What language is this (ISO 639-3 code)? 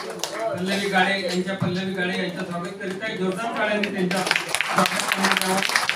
mar